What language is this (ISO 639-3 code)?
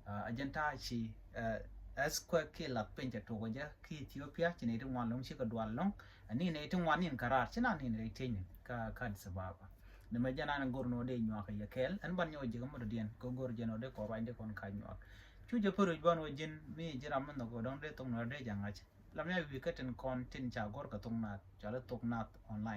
nus